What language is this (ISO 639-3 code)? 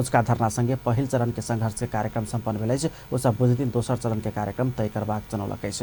mai